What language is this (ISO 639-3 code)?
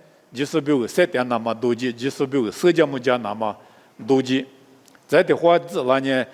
lis